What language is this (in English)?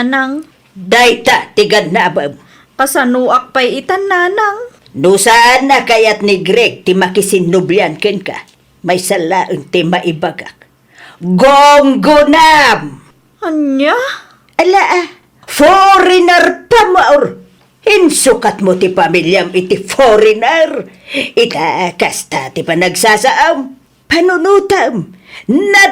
Iloko